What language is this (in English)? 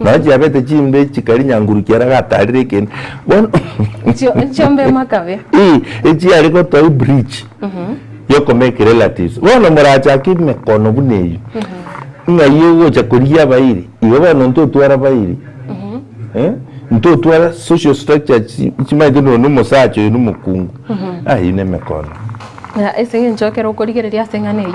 Gusii